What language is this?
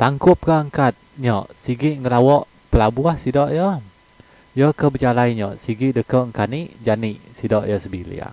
Iban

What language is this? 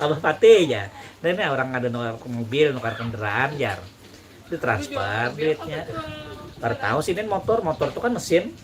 Banjar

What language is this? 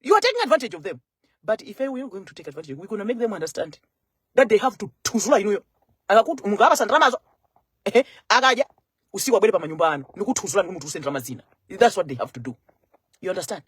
Nyanja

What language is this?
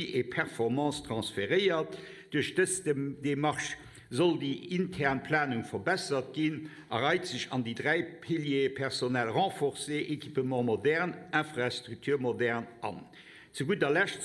Luxembourgish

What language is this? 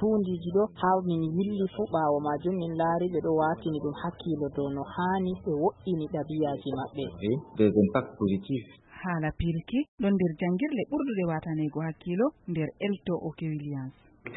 Nigerian Fulfulde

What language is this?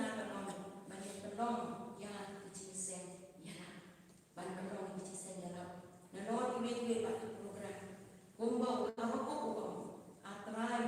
Khasi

